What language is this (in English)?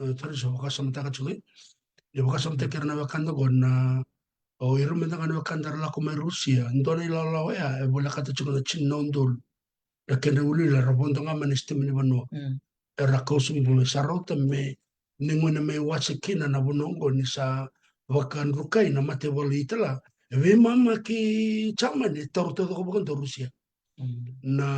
Fijian